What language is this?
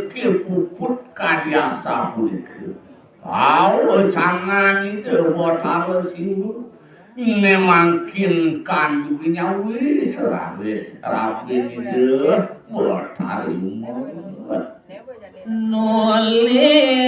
Balinese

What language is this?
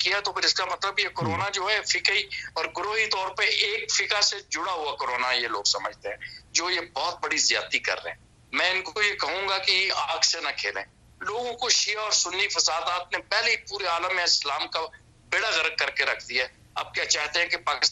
Urdu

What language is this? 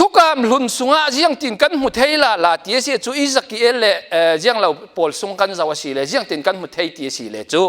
Falam Chin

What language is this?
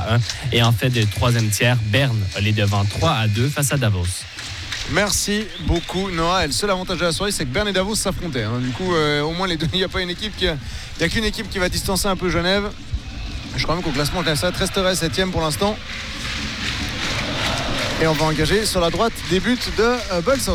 French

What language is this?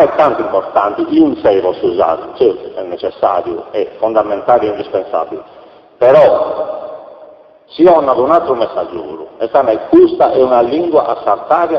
Sardinian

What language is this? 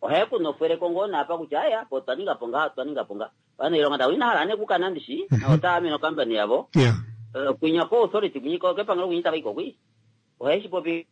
Kuanyama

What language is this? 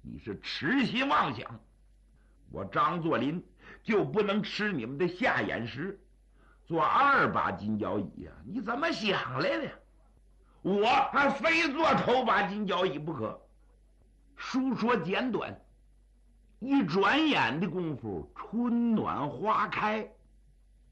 Chinese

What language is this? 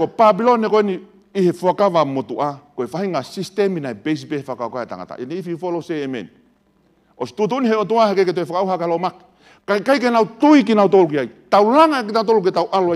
Tongan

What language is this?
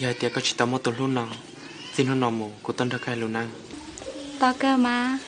Hmong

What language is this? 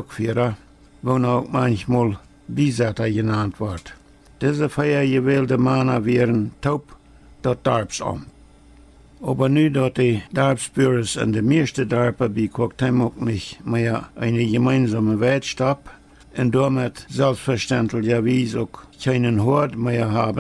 Plautdietsch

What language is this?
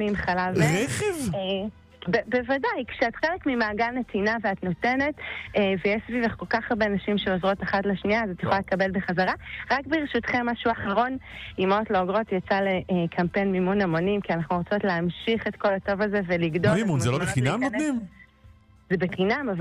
Hebrew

